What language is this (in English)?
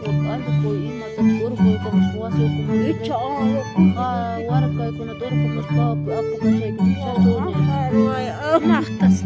Ayacucho Quechua